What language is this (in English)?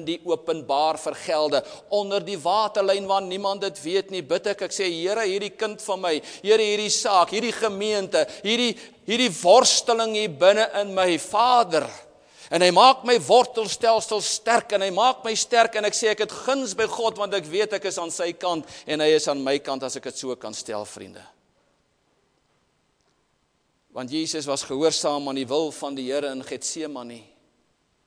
Afrikaans